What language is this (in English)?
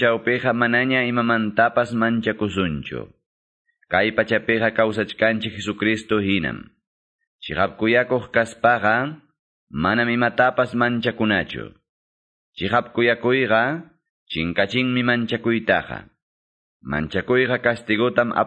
Ayacucho Quechua